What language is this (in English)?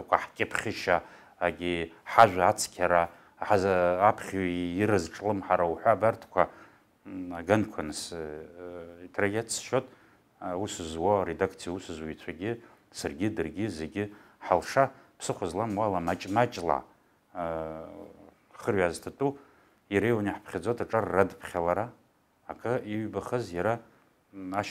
Abkhazian